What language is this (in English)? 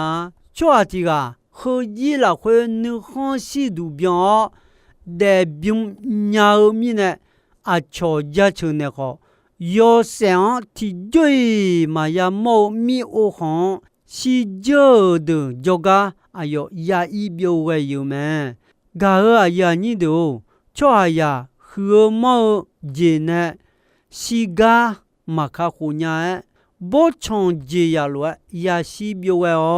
Akha